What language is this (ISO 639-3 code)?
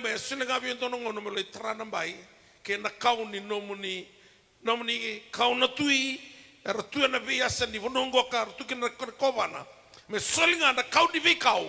fij